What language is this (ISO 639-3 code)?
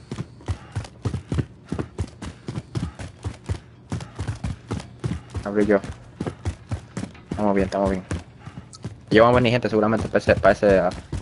spa